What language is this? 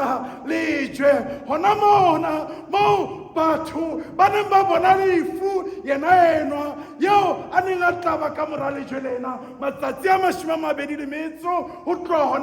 Southern Sotho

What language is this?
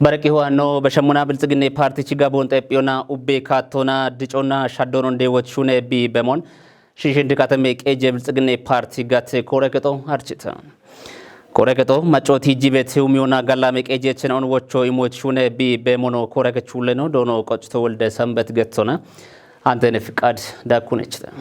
Kafa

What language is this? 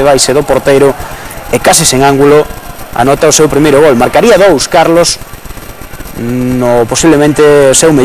Galician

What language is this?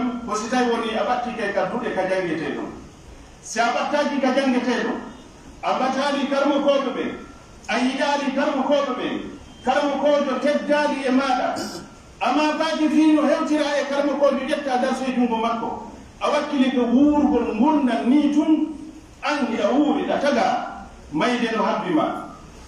Pular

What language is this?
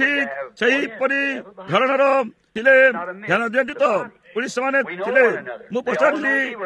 Odia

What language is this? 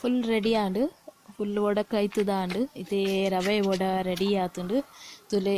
Tulu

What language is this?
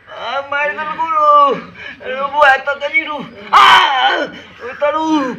Maithili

